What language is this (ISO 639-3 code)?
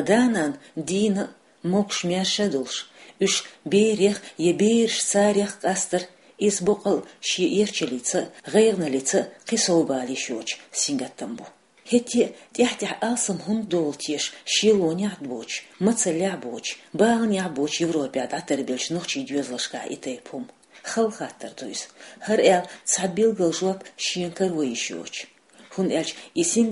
che